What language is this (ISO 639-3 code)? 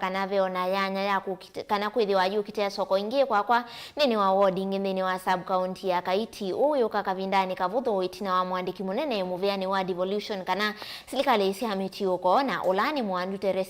kam